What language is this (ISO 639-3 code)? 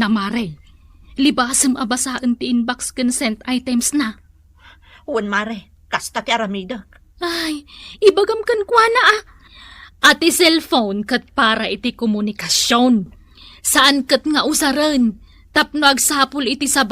ilo